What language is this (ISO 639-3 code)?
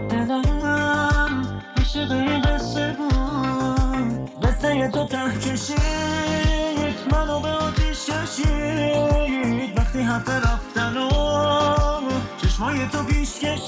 fas